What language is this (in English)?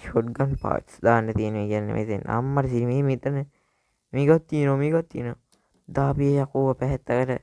Sinhala